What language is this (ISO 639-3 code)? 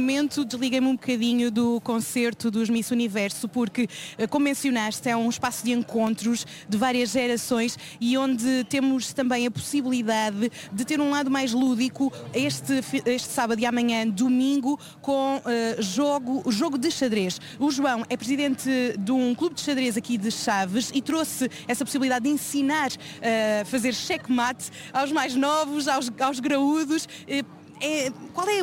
por